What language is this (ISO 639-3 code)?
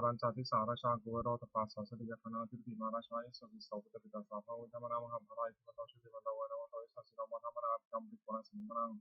pli